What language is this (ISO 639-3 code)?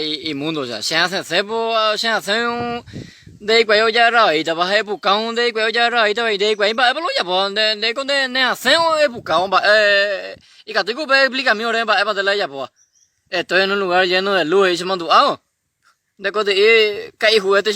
grn